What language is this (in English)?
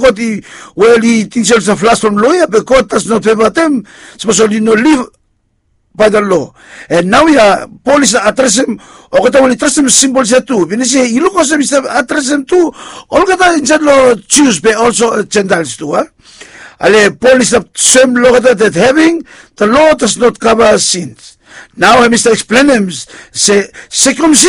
Bislama